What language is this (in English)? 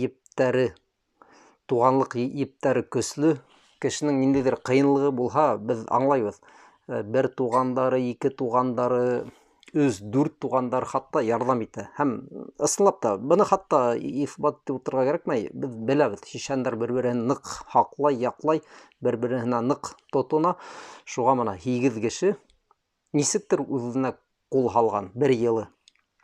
Bashkir